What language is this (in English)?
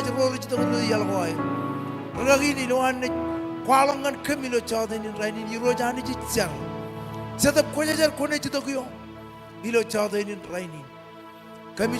Marshallese